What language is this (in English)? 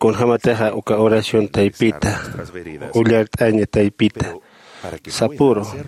Aymara